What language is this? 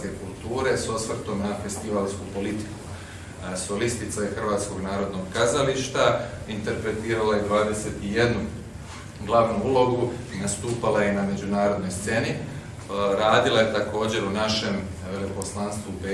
Croatian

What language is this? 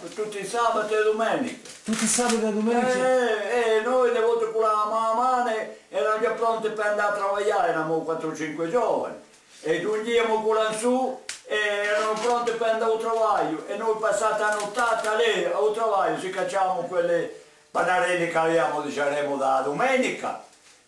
Corsican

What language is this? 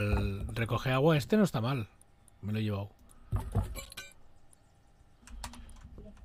Spanish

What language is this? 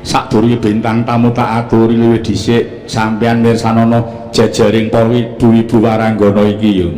Javanese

